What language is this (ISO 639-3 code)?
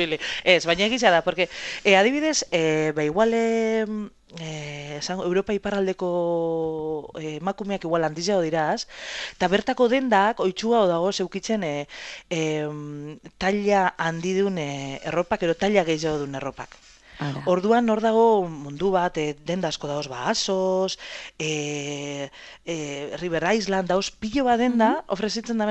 eus